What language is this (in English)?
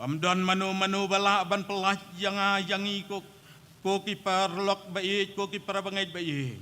Khasi